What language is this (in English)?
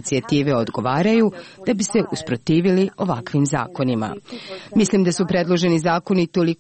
Croatian